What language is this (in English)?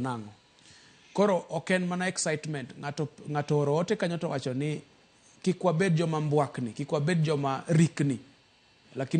Luo (Kenya and Tanzania)